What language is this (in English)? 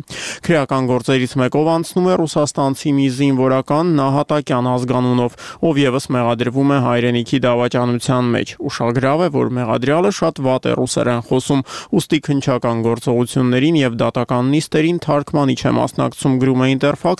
Armenian